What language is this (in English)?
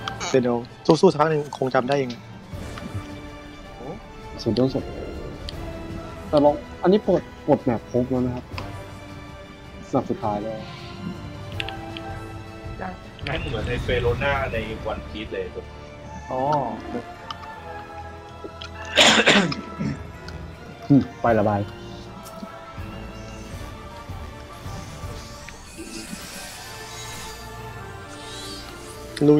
Thai